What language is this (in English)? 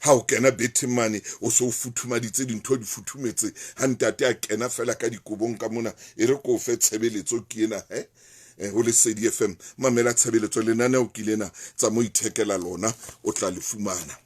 Southern Sotho